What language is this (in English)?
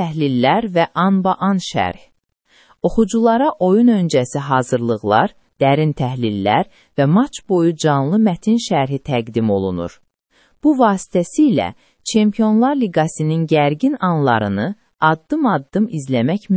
Azerbaijani